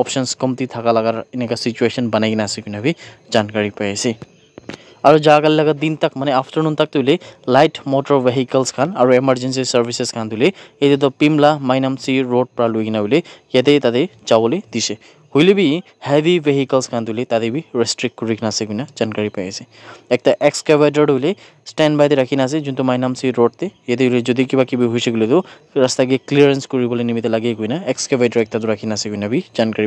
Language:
Naga Pidgin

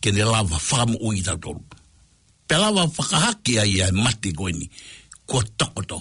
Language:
Tongan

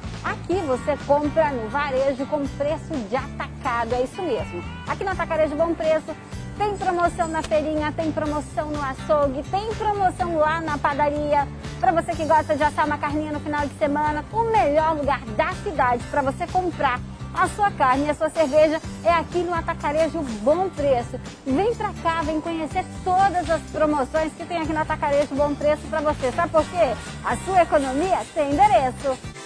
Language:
Portuguese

